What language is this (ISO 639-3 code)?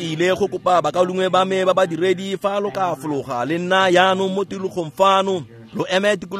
tsn